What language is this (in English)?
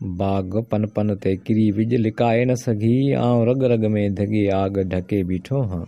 Sindhi